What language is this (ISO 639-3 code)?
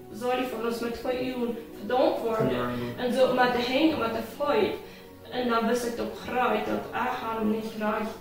pdt